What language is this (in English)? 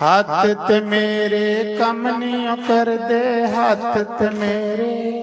Dogri